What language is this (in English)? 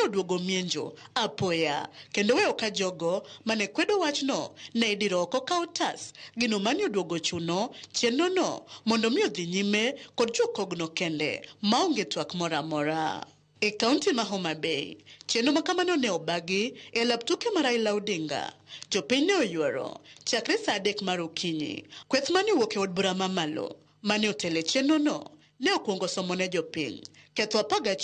Luo (Kenya and Tanzania)